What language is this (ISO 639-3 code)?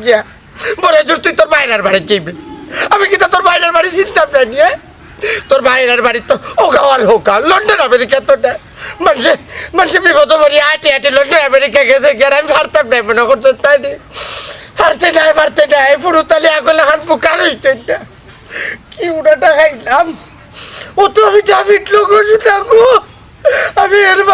syl